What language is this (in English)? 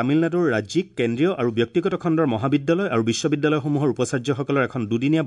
Assamese